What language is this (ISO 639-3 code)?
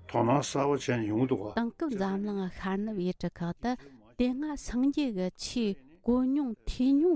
bod